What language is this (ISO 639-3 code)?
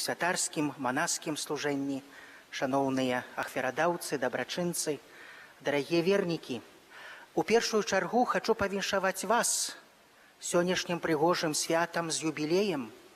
bel